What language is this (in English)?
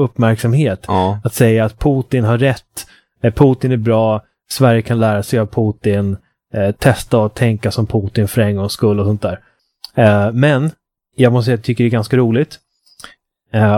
Swedish